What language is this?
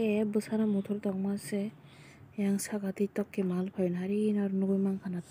Kok Borok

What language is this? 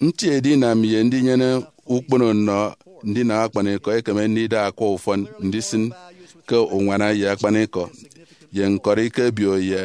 Efik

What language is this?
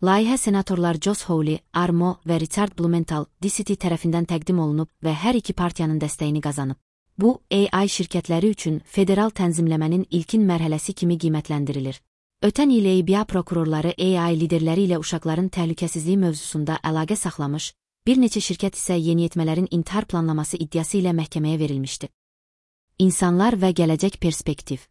Azerbaijani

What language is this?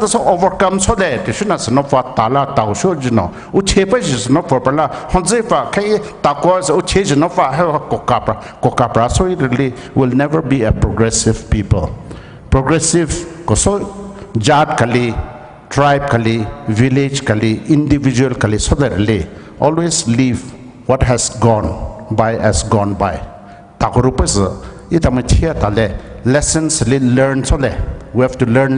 Poumei Naga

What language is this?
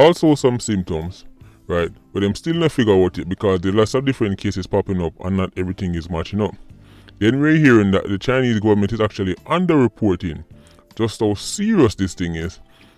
Jamaican Creole English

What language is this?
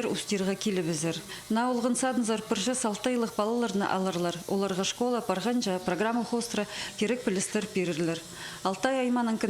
Khakas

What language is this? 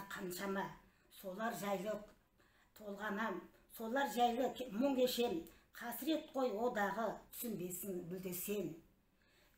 Kazakh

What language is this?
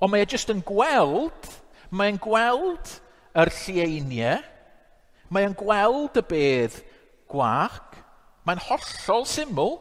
Welsh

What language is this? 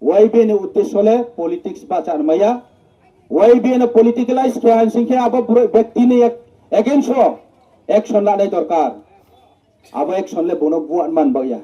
Riang (India)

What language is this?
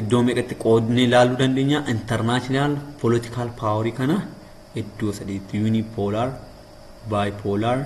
Oromo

